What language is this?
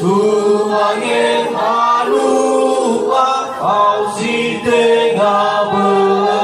Nias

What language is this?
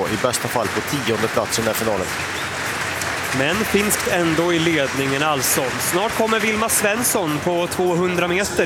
Swedish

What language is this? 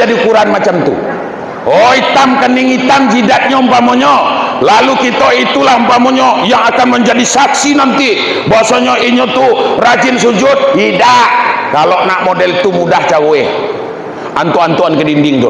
Minangkabau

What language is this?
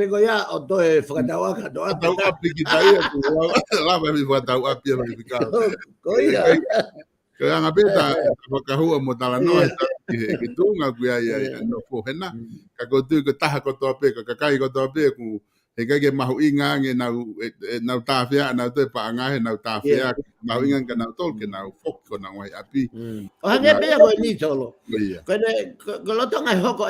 Tongan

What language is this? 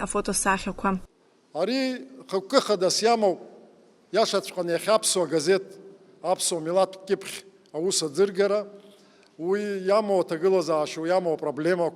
Abkhazian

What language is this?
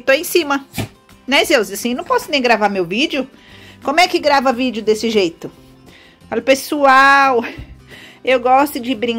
Portuguese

